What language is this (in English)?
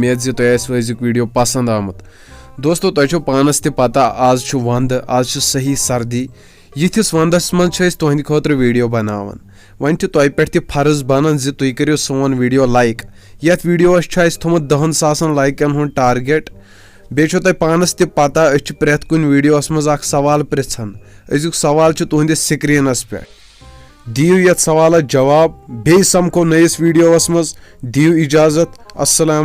Kashmiri